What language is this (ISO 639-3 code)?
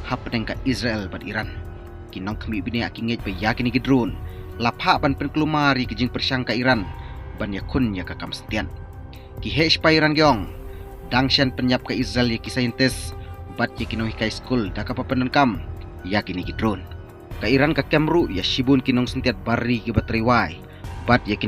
kha